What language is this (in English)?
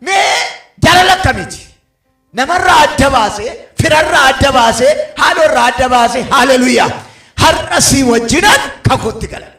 Oromo